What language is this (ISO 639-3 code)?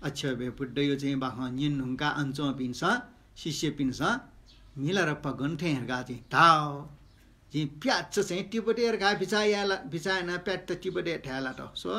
new